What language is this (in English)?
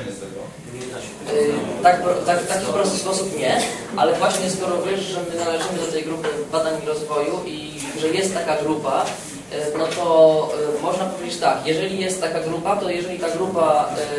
Polish